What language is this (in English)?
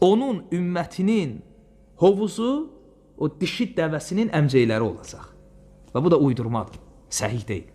Azerbaijani